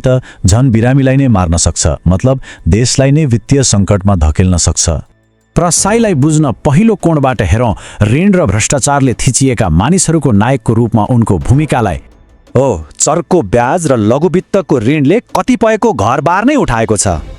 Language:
Nepali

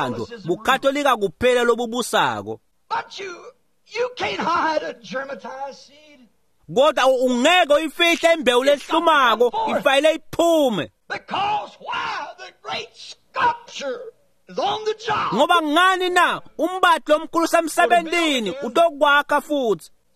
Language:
Swati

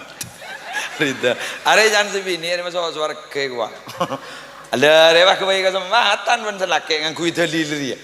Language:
Madurese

